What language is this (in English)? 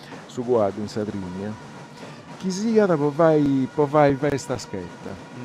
Sardinian